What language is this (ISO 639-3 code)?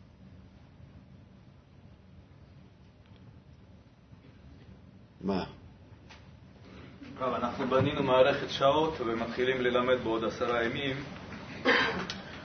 heb